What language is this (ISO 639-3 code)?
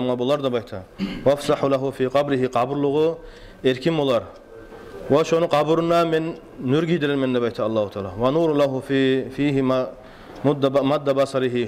kum